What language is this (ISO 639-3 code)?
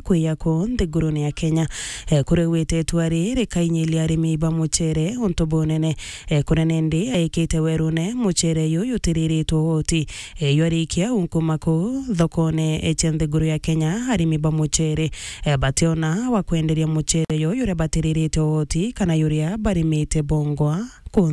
mer